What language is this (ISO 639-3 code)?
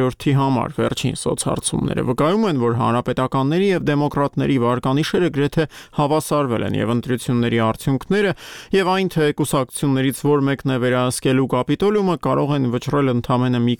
hye